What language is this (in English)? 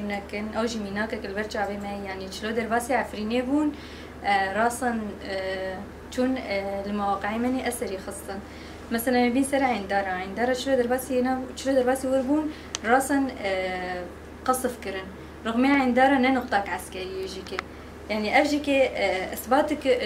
Kurdish